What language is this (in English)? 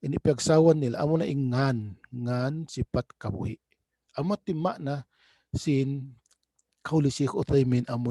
Tausug